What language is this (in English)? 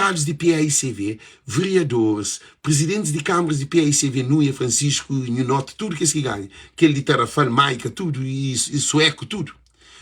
Kabuverdianu